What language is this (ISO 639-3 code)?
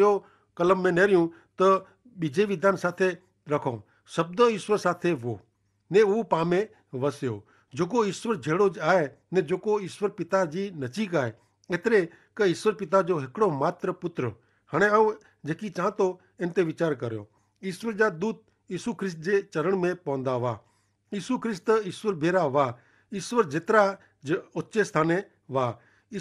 kfr